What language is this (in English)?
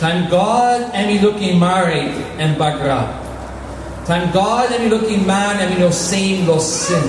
Tok Pisin